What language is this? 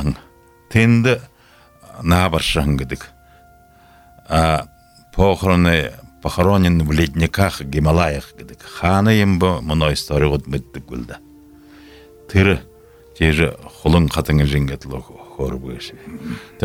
Buriat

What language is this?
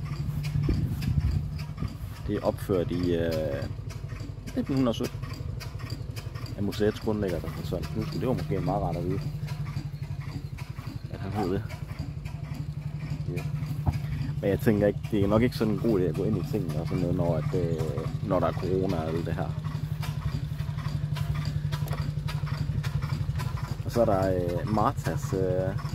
Danish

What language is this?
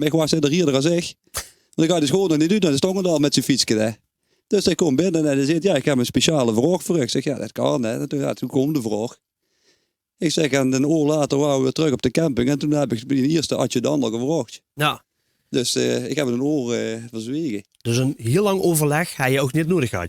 Limburgish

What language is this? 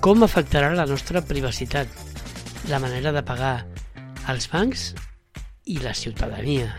Catalan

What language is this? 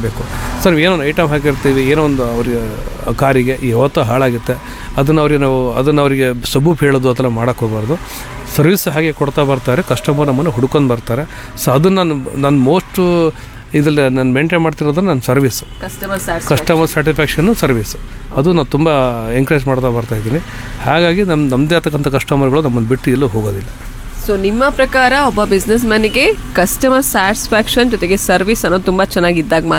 Kannada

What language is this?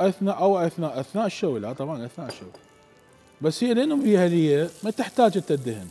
Mesopotamian Arabic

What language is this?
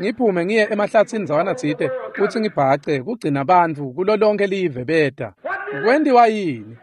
Swati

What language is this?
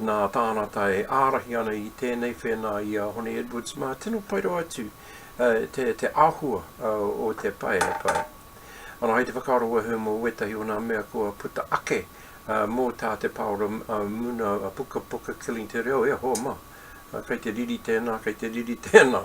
Māori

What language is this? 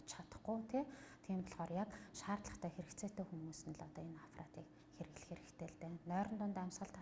Mongolian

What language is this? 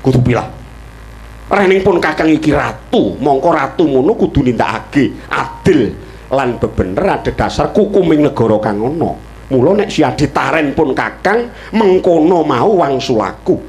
Javanese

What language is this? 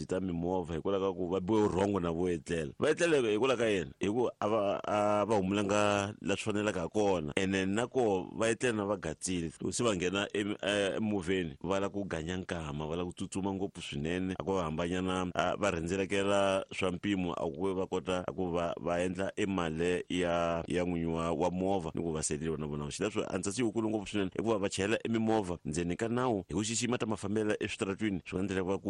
Tsonga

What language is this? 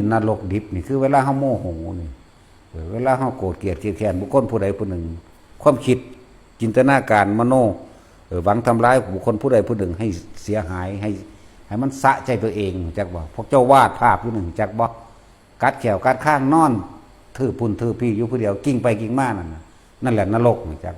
Northeastern Thai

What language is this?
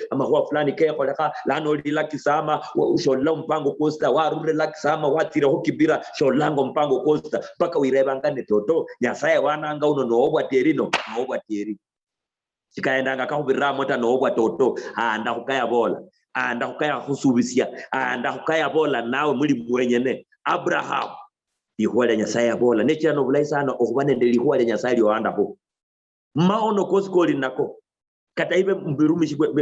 Luyia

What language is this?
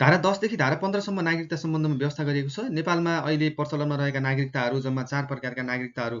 Nepali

